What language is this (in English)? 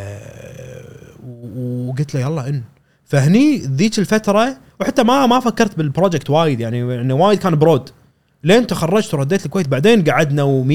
Gulf Arabic